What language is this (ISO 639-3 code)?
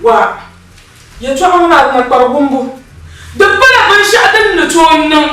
dag